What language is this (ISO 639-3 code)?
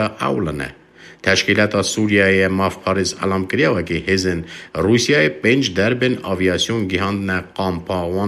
kur